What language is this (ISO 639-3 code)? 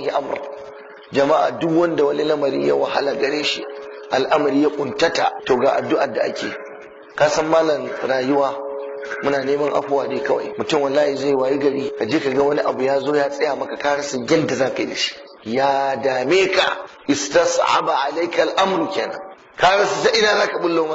hau